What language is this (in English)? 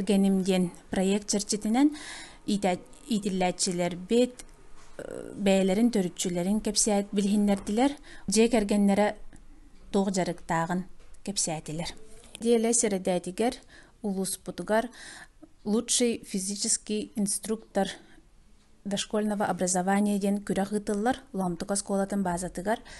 Yakut